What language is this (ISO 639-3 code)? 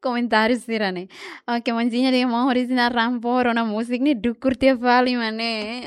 tet